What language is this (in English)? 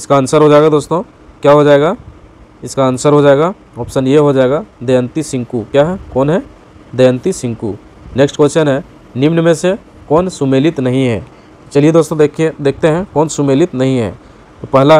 Hindi